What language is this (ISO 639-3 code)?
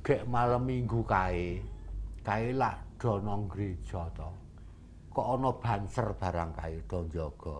jav